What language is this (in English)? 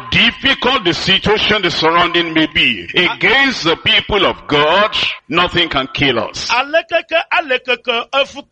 Ewe